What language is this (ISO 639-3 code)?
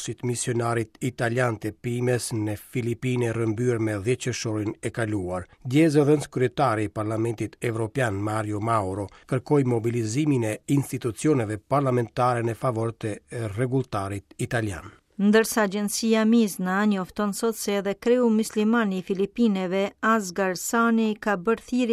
sqi